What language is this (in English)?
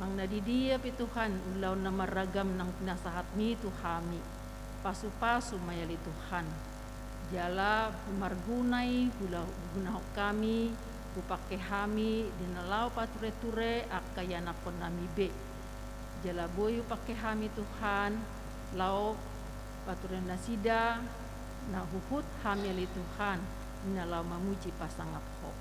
Batak Toba